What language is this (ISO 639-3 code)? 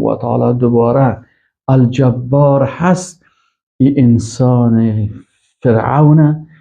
fas